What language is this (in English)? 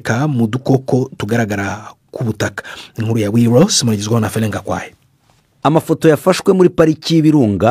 Kinyarwanda